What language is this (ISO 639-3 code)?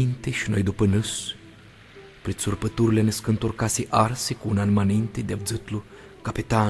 rup